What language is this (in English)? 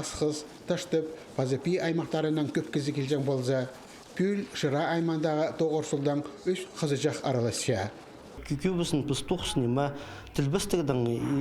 Khakas